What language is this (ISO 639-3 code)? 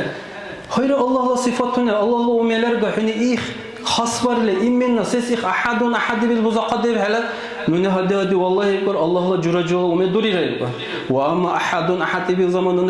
dar